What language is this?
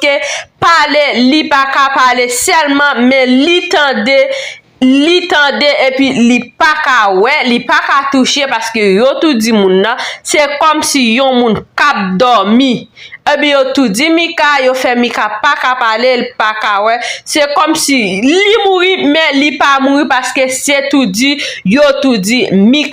Haitian Creole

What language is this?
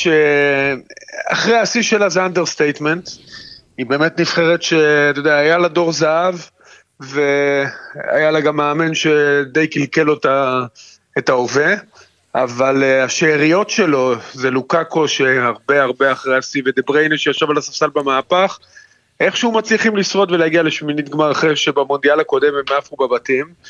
Hebrew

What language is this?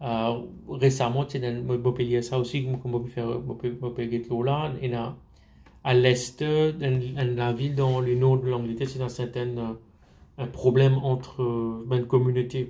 Morisyen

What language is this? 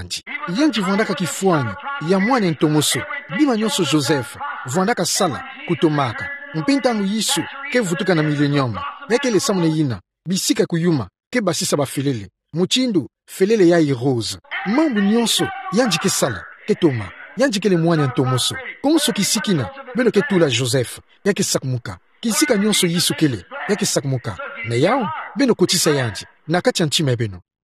Kituba (Democratic Republic of Congo)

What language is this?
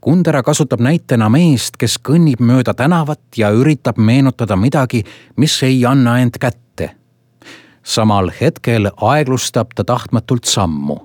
Estonian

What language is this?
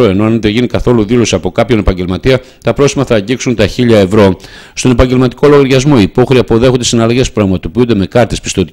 Greek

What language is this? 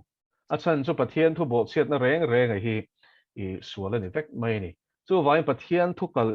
Mizo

